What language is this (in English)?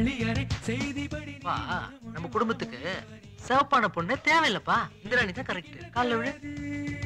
Tamil